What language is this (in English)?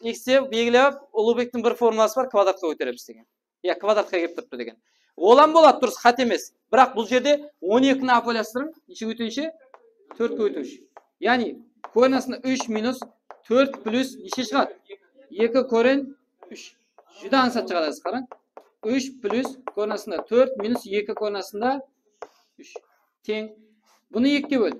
Kara-Kalpak